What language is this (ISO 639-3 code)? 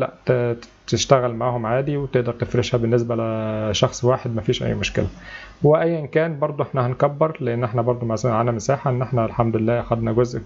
arz